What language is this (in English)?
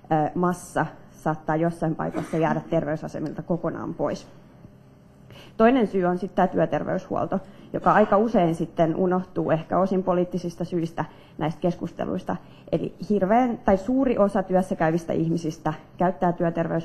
Finnish